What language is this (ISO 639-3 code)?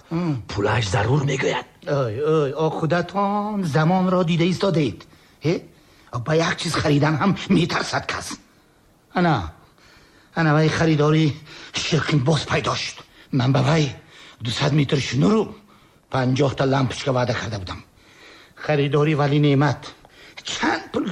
tgk